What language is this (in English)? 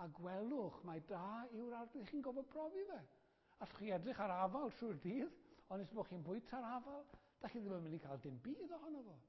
Welsh